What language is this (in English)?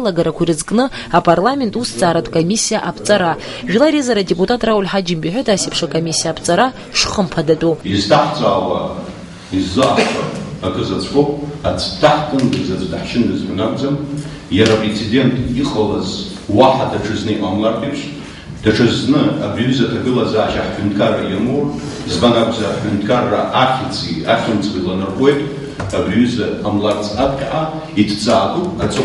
Abkhazian